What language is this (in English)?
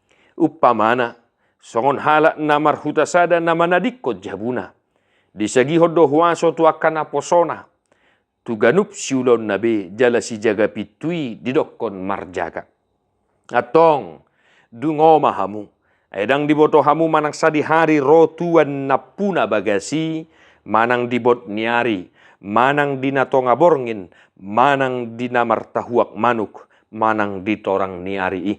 Batak Toba